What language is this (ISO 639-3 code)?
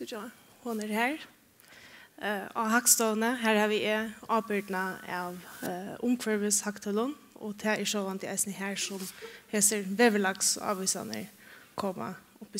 fao